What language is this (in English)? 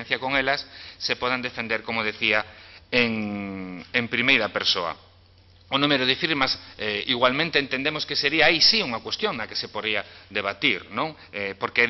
Galician